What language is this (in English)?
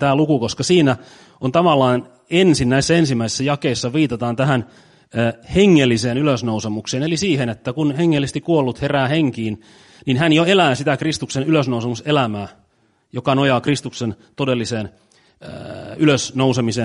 Finnish